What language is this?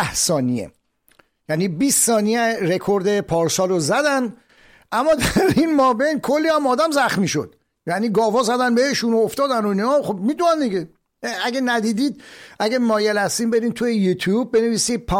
Persian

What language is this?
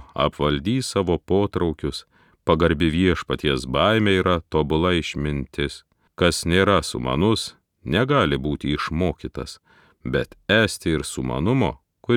Lithuanian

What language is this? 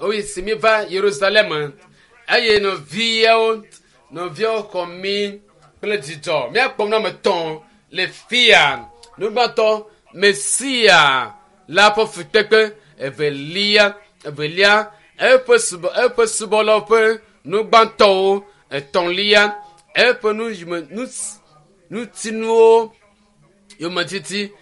Ewe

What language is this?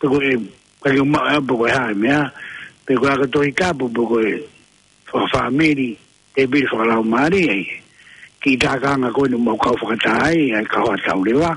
Tongan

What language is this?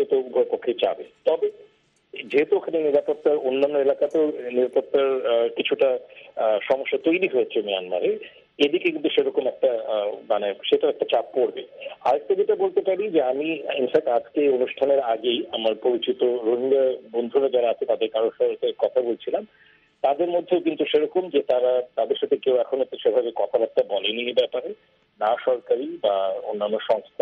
Bangla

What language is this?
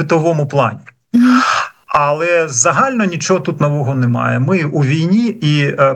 Ukrainian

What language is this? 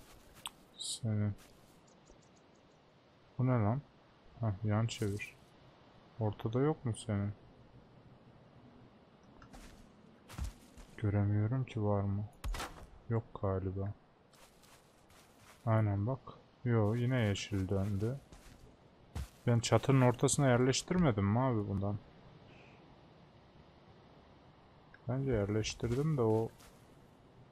Turkish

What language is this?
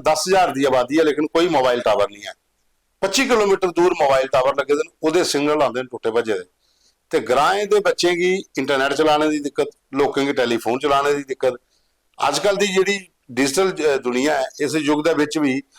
Dogri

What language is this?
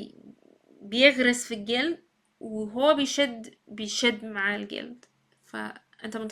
Egyptian Arabic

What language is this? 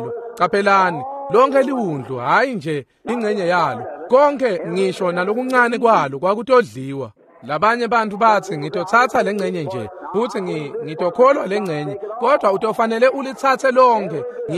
Swati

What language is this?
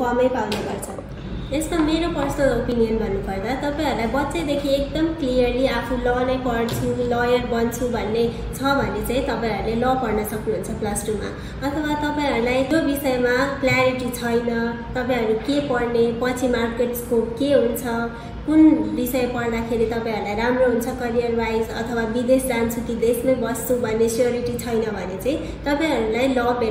Nepali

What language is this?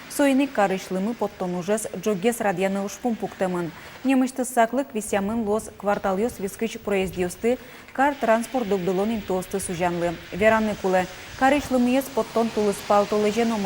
Udmurt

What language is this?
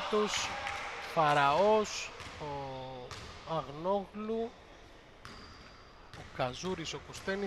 Greek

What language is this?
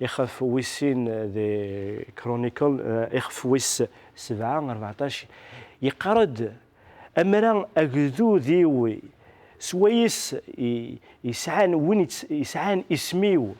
Kabyle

